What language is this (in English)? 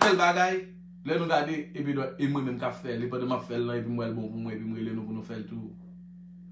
Haitian Creole